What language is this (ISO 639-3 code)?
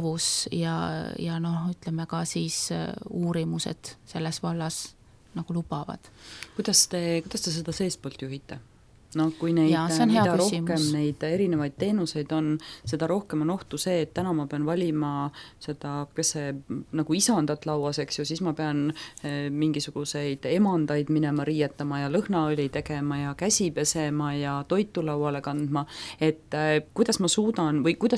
est